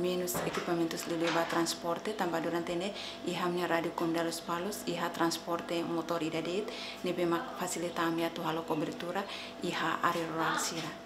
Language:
Tetum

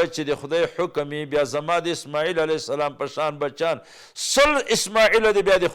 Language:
Pashto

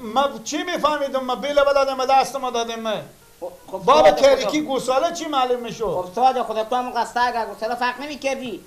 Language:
Persian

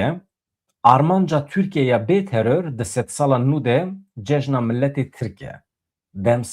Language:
Kurdish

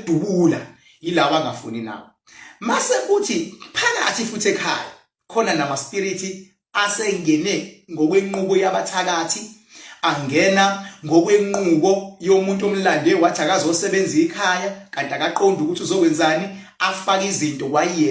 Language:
Zulu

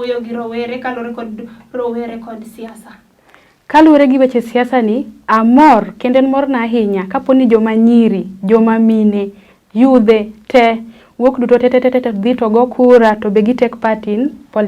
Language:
Luo (Kenya and Tanzania)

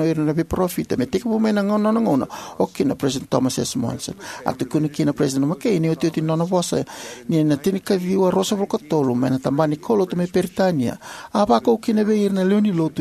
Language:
Fijian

